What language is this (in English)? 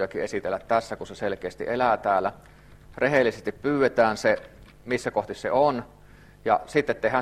Finnish